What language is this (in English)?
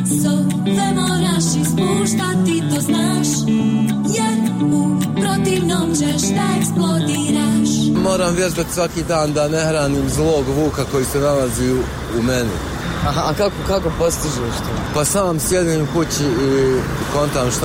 Bosnian